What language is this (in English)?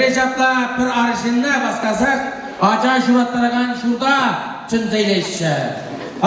Chuvash